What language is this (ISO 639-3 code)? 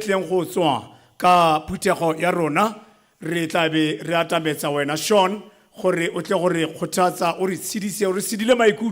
tsn